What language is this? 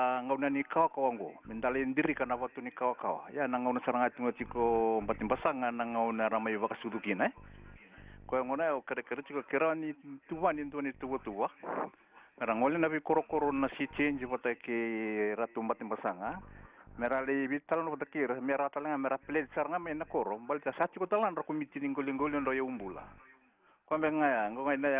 Fijian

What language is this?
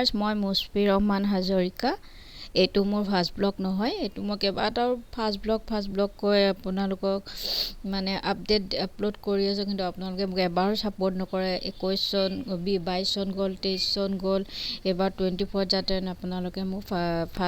Assamese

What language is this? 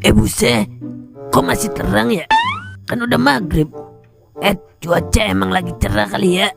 Betawi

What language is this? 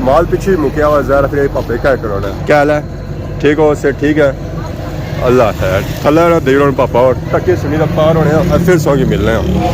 Pahari-Potwari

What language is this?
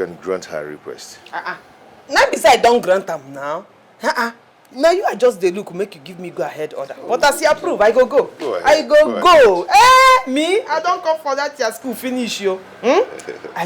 Nigerian Pidgin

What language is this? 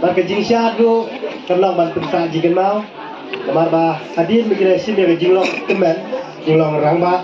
Khasi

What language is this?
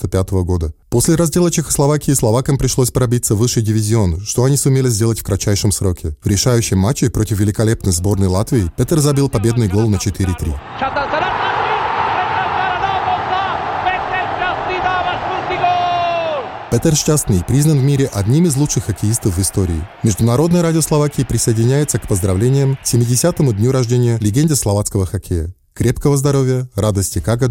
Russian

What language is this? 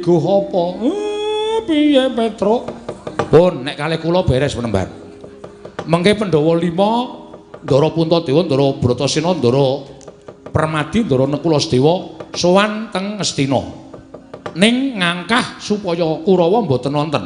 Javanese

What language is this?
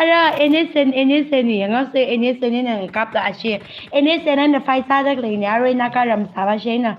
Tangkhul Naga (India)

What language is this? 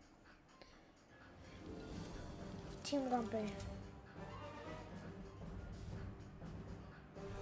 Danish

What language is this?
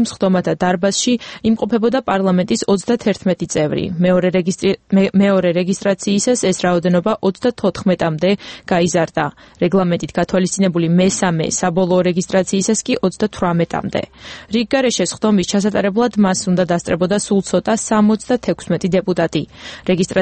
Georgian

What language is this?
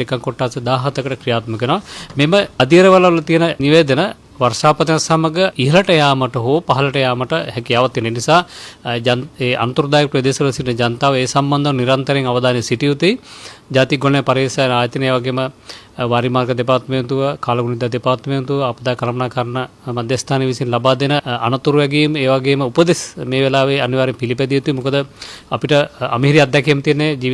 Sinhala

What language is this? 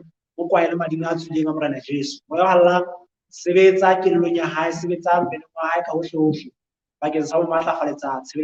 Southern Sotho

